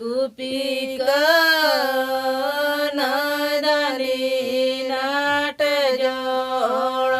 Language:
Santali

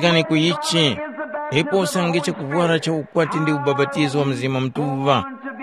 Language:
Tumbuka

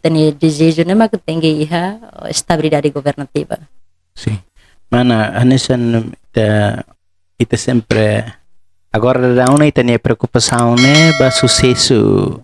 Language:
Tetum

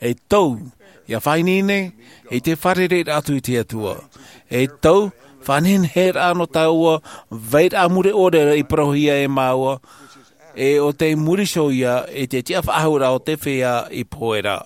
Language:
Tahitian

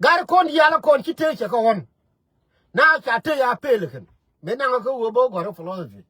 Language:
Nuer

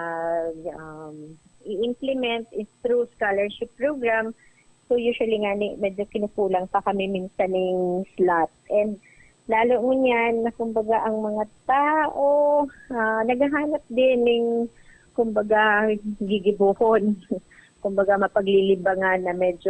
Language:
Bikol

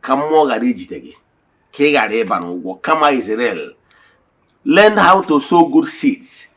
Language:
Igbo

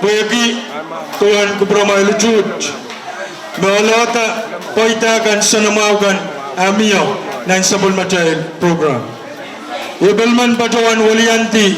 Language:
Pohnpeian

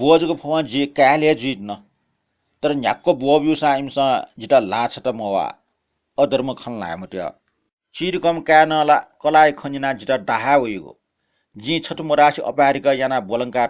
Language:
Newari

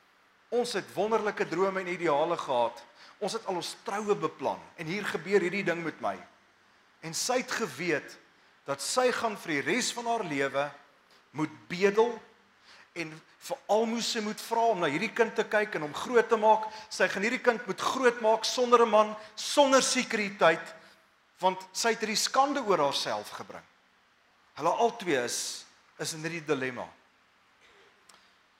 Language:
Afrikaans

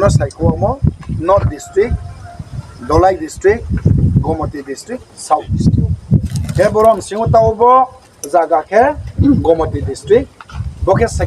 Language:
Riang (India)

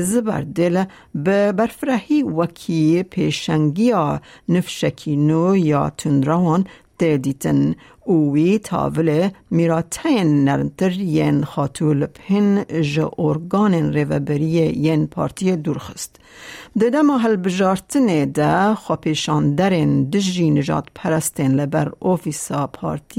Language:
Kurdish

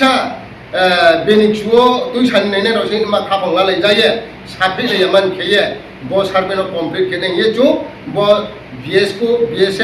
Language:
Riang (India)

